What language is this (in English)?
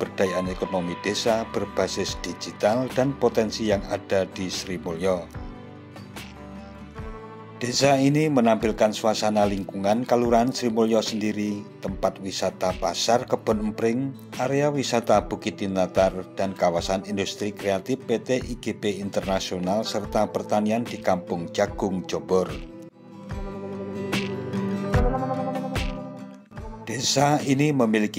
Indonesian